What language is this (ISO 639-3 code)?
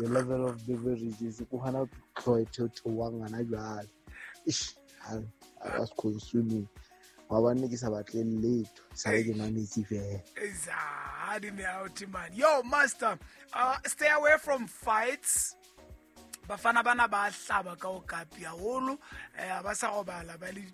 sot